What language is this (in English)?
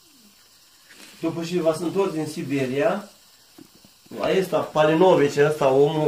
Romanian